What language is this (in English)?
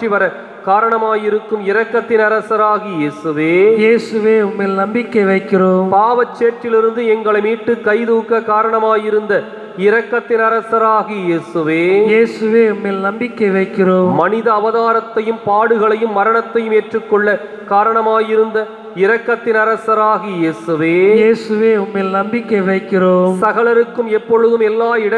Tamil